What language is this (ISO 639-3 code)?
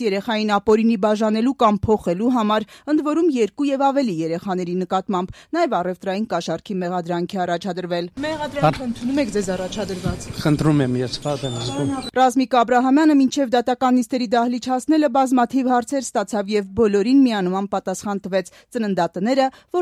hye